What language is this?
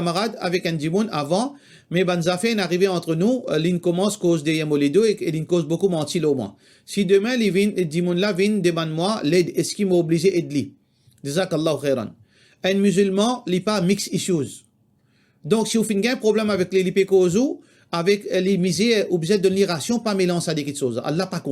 Morisyen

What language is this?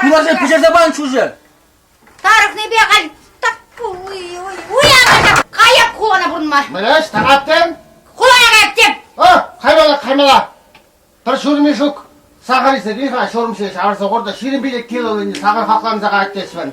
Chuvash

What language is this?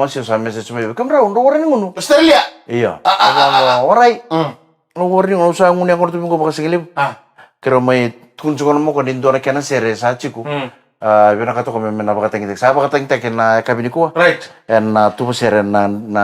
Fijian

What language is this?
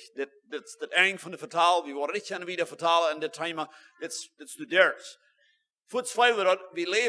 Plautdietsch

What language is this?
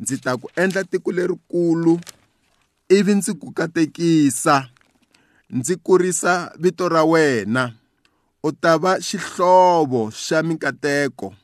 Tsonga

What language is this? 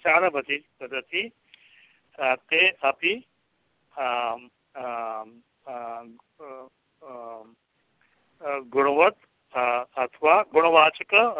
Sanskrit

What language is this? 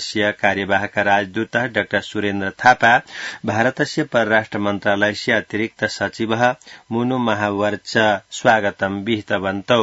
Sanskrit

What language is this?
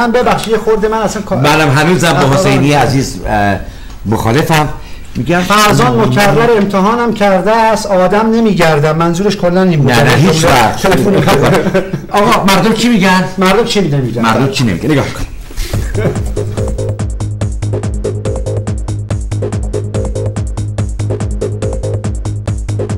Persian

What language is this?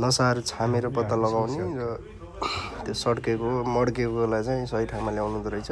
Nepali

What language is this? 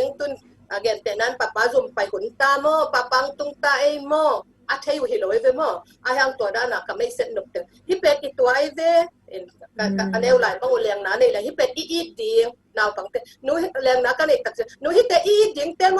Tedim Chin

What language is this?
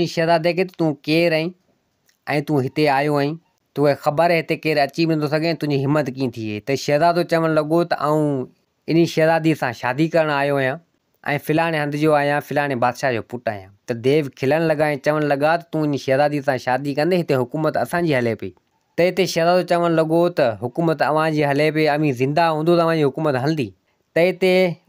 Sindhi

